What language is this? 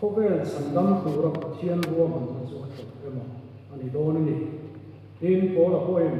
Mizo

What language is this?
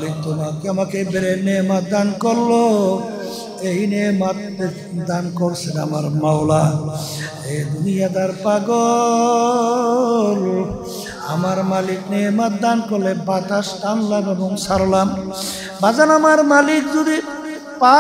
Bangla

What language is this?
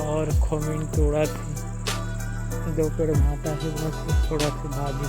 Chhattisgarhi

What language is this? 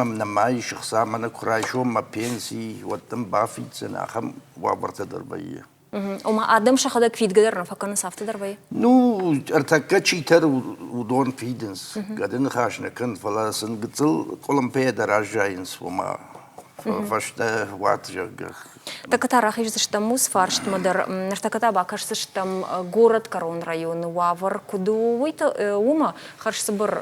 Ossetic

